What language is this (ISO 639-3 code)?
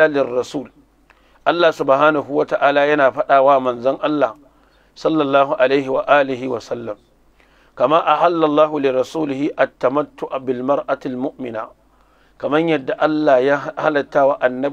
hau